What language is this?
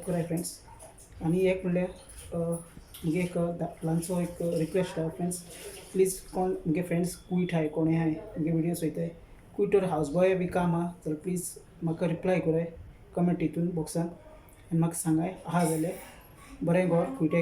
Konkani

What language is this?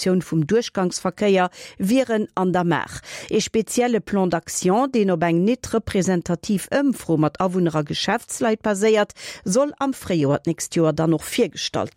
Luxembourgish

